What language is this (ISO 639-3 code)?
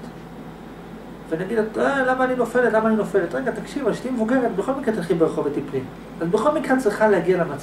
heb